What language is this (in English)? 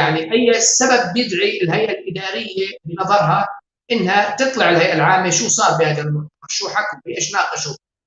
North Levantine Arabic